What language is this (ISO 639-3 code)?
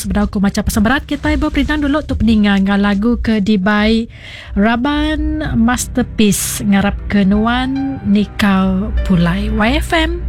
iba